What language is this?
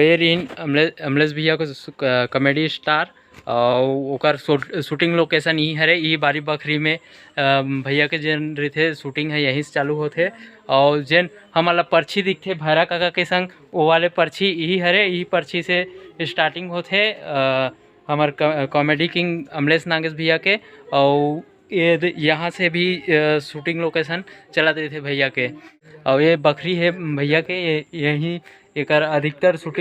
Chhattisgarhi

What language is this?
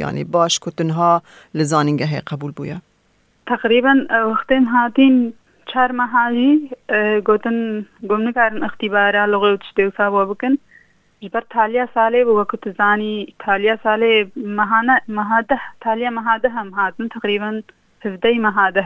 Kurdish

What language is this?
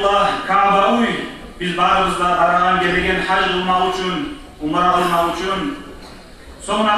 Kumyk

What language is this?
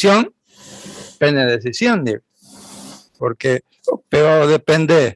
Guarani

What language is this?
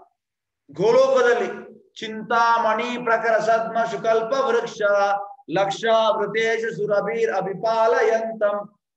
Kannada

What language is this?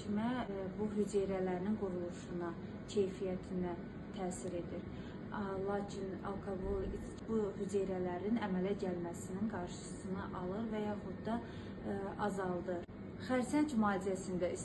Azerbaijani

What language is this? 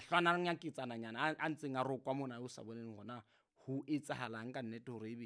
Southern Sotho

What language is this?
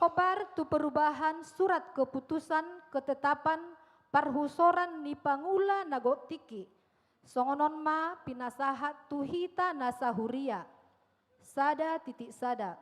Batak Toba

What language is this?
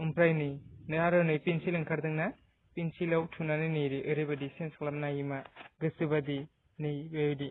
Bodo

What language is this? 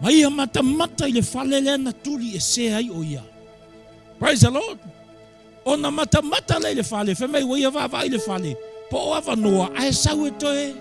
Samoan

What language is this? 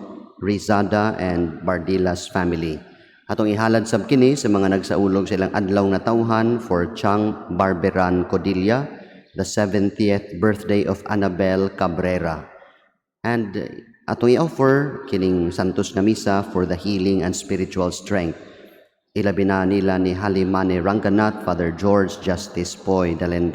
Cebuano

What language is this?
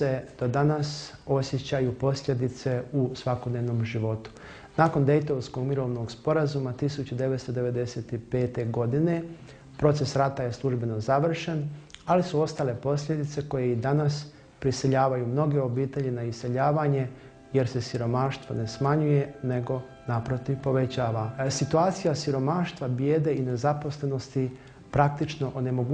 Bosnian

